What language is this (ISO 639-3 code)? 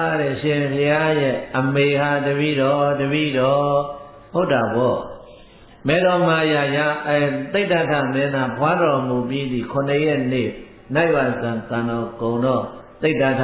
mya